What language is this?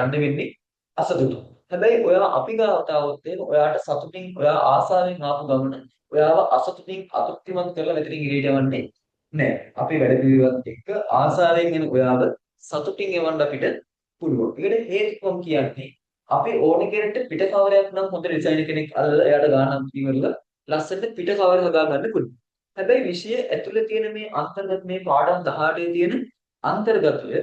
Sinhala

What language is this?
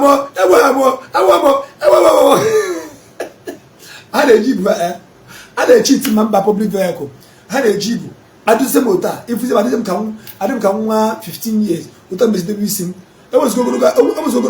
Igbo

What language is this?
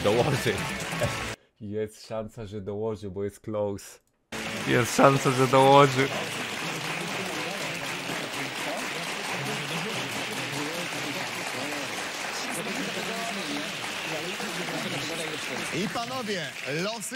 Polish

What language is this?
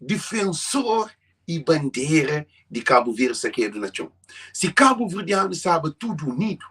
Kabuverdianu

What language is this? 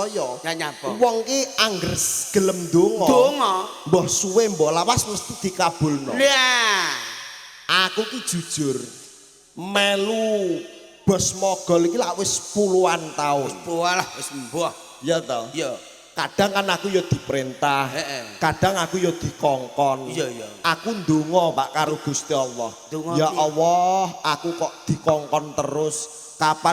Javanese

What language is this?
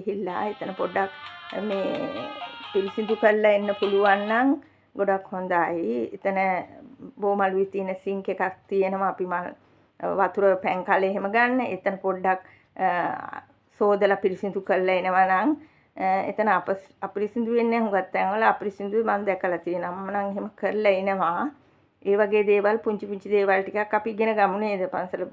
Sinhala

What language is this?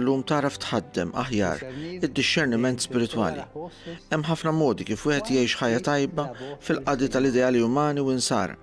Maltese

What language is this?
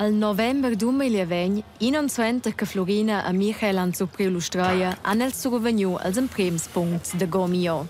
Romansh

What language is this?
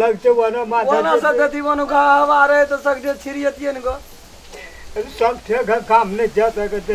Maithili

